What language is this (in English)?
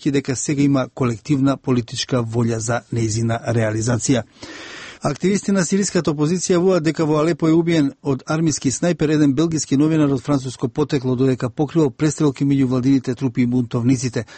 Macedonian